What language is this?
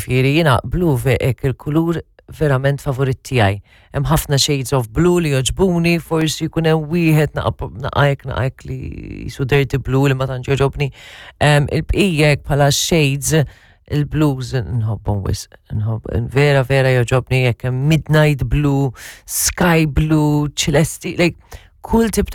Maltese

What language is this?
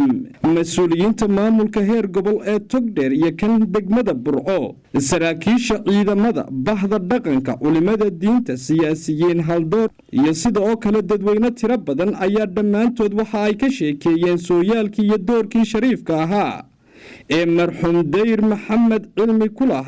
Somali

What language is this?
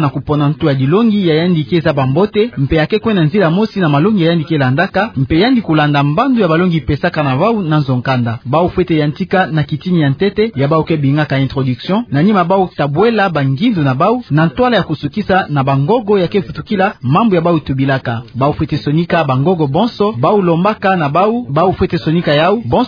Kituba (Democratic Republic of Congo)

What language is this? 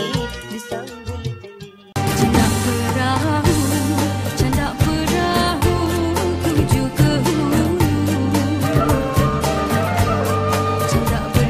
Malay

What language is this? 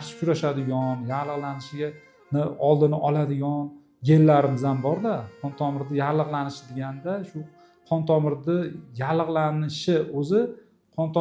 Uzbek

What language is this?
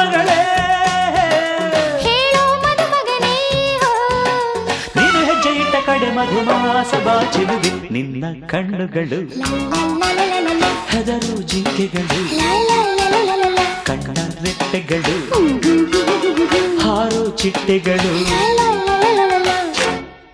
Kannada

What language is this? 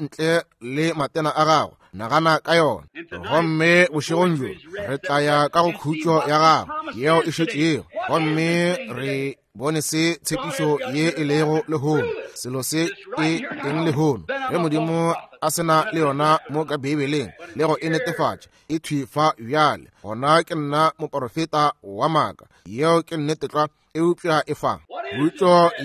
Northern Sotho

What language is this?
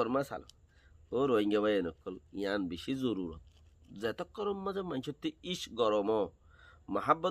Rohingya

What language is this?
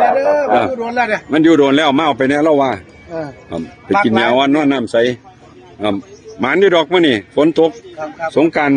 Northeastern Thai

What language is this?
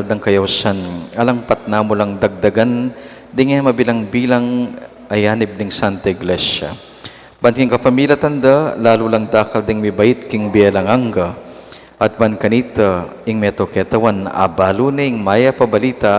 Pampanga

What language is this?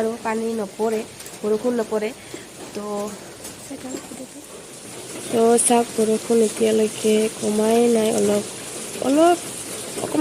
Assamese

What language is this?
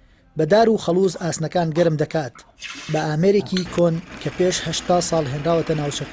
Central Kurdish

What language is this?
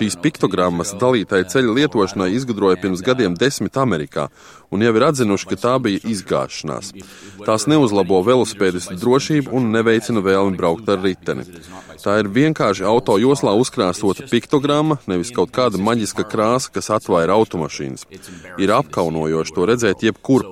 Latvian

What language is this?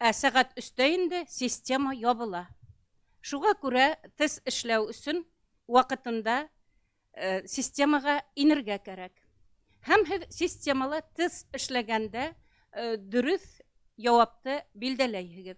Bashkir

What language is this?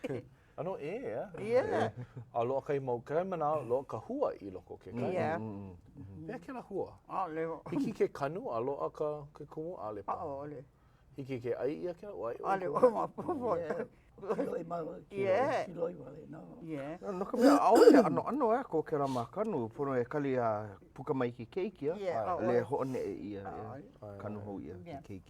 Hawaiian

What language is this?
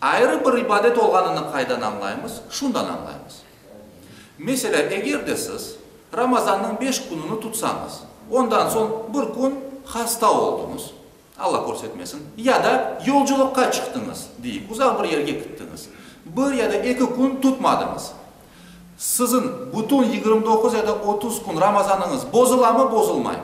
Crimean Tatar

